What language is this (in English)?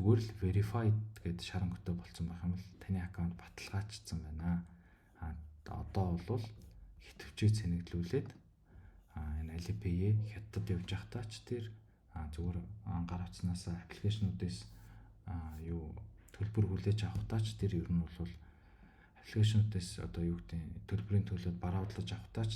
Mongolian